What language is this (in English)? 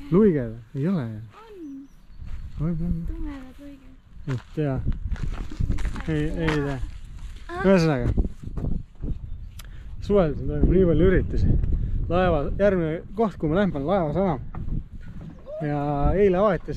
Estonian